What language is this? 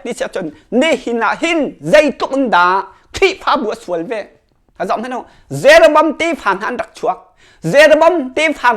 Hakha Chin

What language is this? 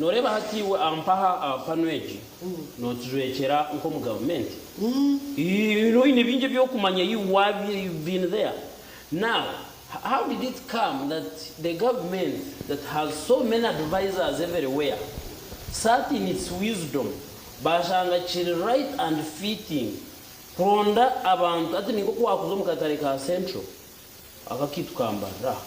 Nyankole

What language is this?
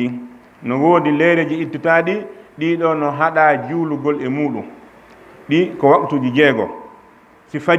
Fula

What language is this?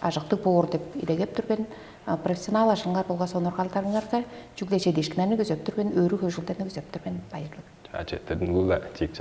Tuvinian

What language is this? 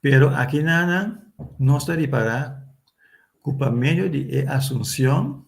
Papiamento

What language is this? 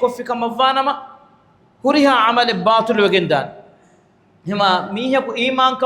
Divehi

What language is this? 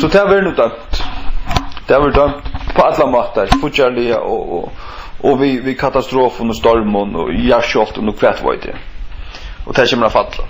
Faroese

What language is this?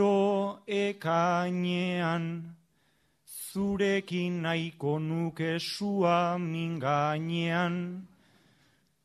Basque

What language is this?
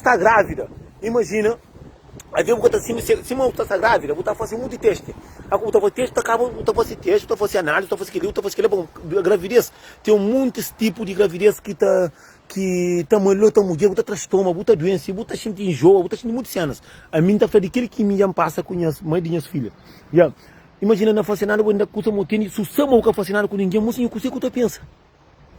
Kabuverdianu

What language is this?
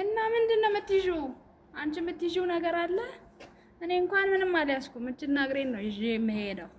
Amharic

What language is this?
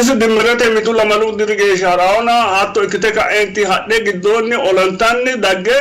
Sidamo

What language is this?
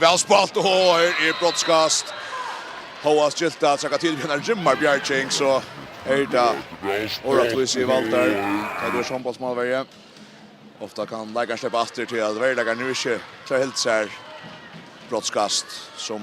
Faroese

